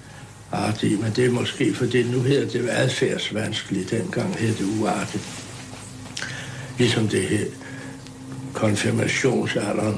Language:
Danish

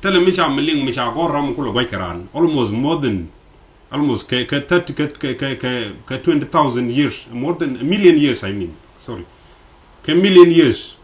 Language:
Nuer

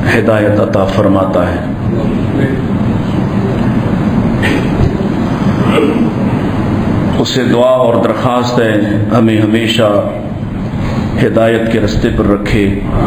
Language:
Urdu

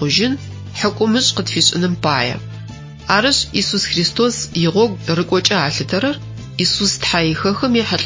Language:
Adyghe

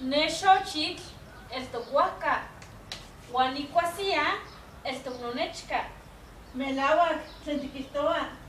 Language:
Eastern Huasteca Nahuatl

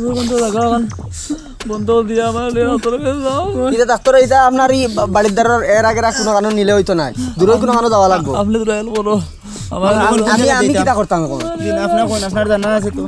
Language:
Sylheti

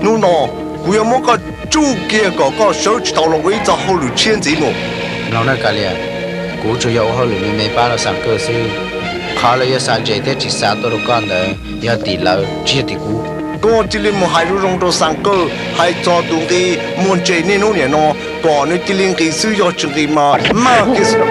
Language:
Hmong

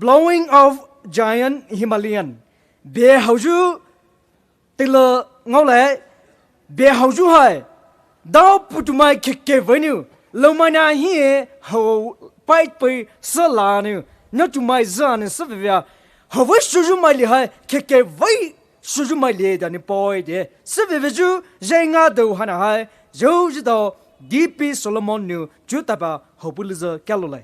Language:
Poumei Naga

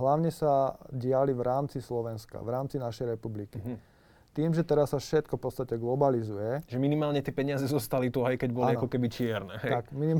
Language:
Slovak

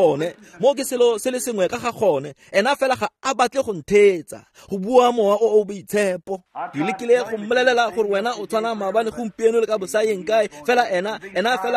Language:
Tswana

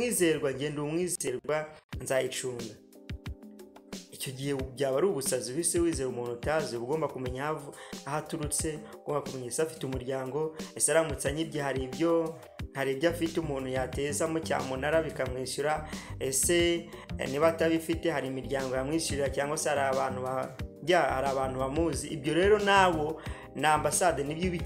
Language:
Kinyarwanda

